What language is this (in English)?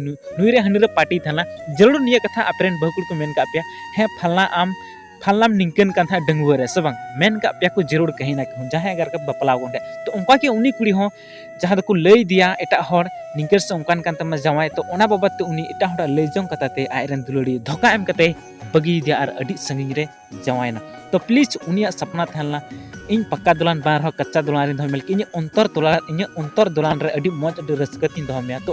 Santali